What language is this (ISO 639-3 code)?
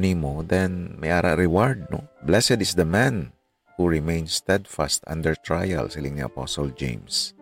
hil